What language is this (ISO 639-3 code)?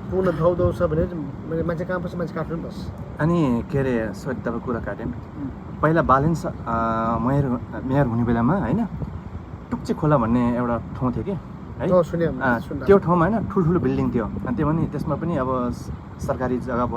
nep